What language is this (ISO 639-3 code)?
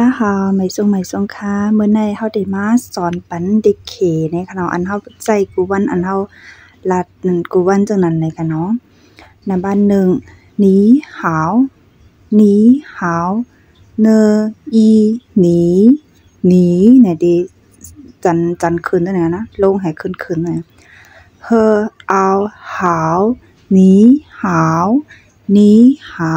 shn